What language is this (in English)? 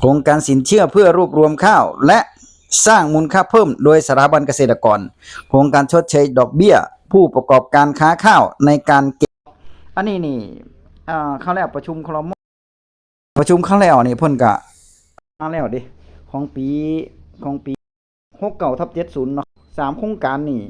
Northeastern Thai